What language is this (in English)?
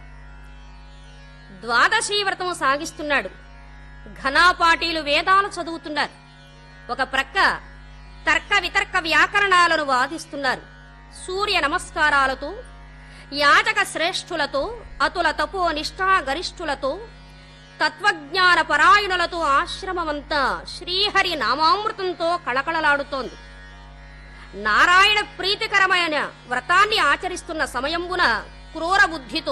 Telugu